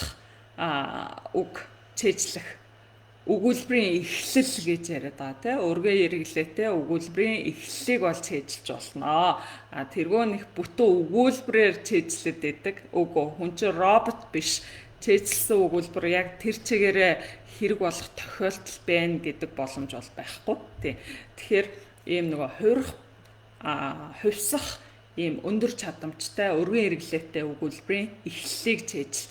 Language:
Mongolian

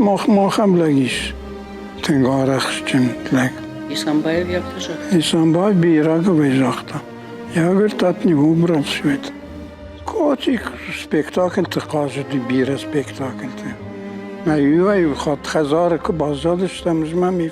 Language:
Ossetic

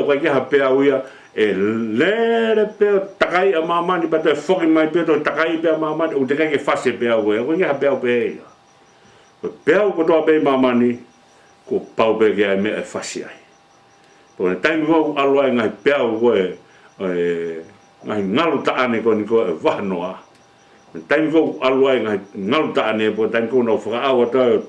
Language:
Tongan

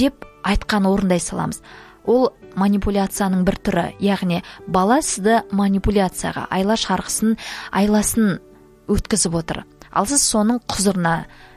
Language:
Kazakh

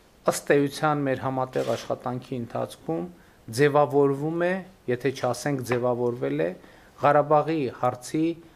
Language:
Armenian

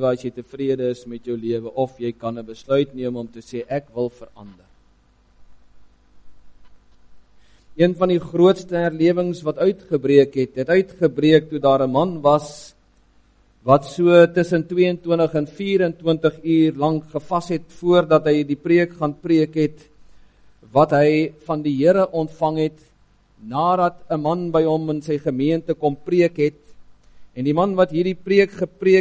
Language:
Afrikaans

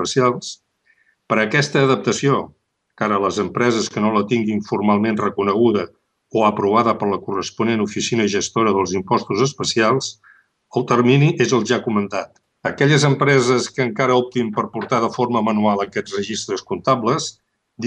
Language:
Catalan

